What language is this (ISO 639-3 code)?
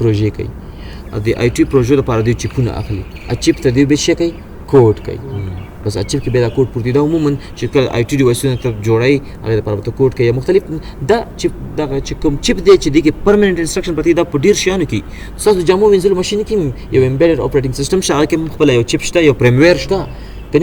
pus